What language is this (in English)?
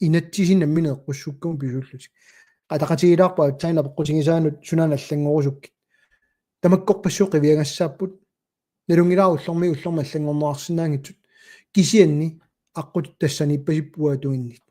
Kalaallisut